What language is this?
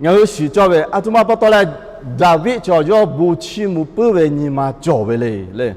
Lahu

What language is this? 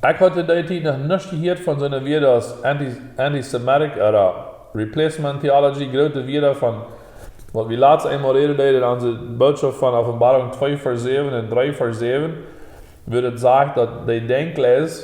Plautdietsch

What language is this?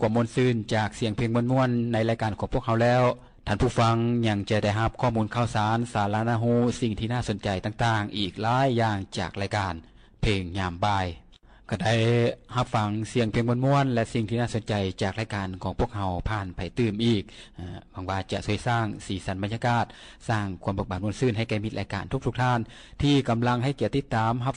Lao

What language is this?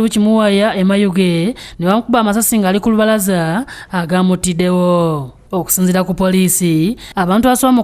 Ganda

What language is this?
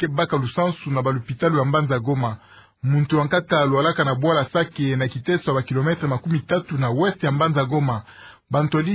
Kituba (Democratic Republic of Congo)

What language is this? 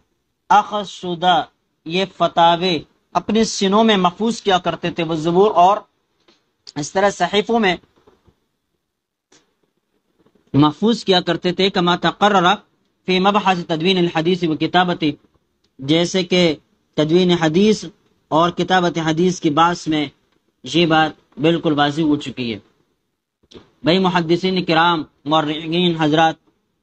Urdu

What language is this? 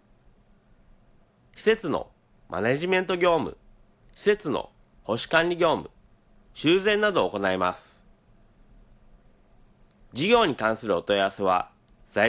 Japanese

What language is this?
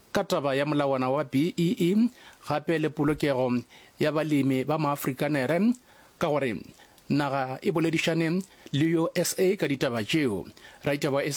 Northern Sotho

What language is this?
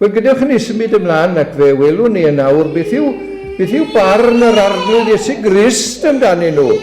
Welsh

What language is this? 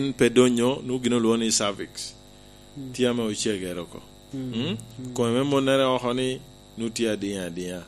Lango (Uganda)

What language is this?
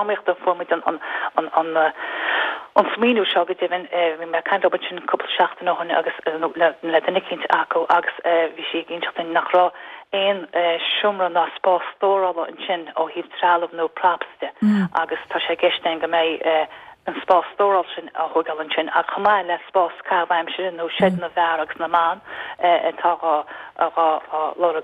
Irish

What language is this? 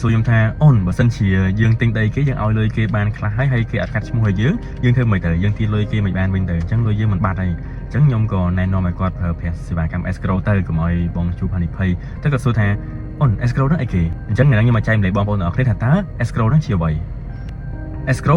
Khmer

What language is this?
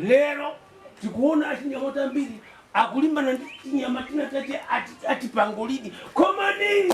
Nyanja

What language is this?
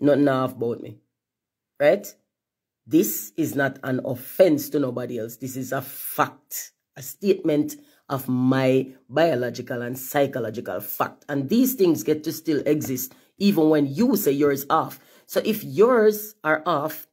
Jamaican Creole English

